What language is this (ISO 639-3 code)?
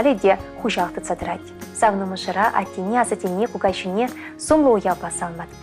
chv